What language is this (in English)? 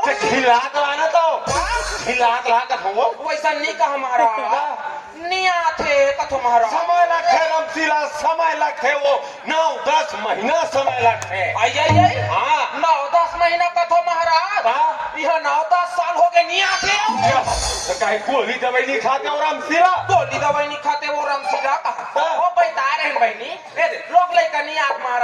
Chhattisgarhi